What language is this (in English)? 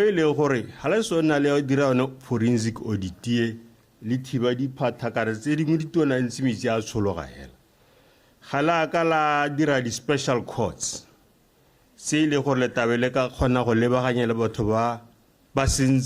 Tswana